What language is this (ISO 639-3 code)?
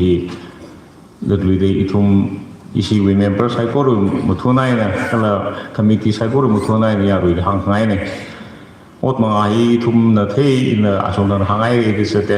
nmf